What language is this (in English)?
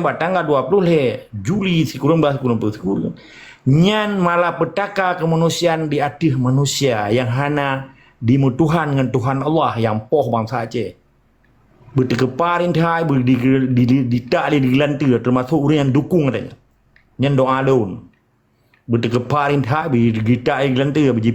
Achinese